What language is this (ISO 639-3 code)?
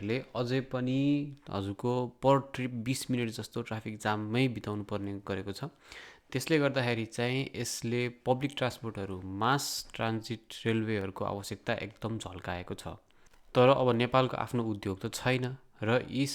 nep